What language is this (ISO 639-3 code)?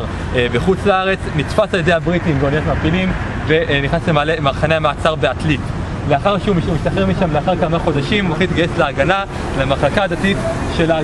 heb